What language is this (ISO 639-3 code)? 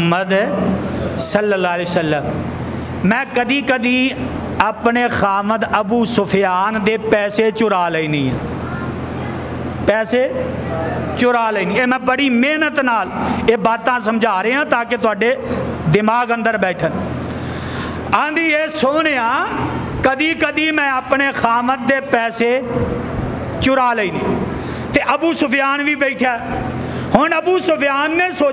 lah